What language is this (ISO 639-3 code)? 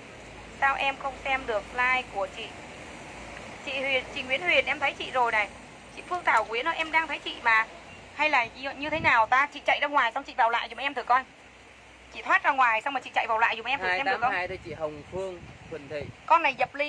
vie